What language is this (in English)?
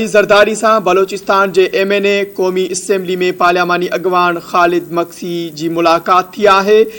Sindhi